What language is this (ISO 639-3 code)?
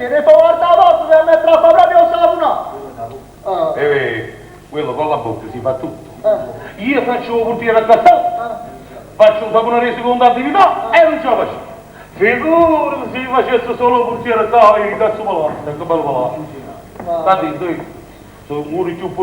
nap